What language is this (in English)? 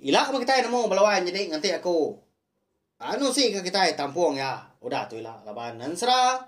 Iban